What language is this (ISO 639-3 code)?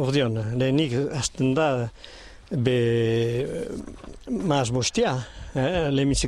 eus